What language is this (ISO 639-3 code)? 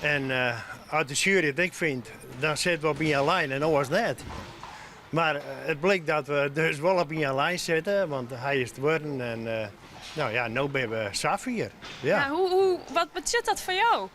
fry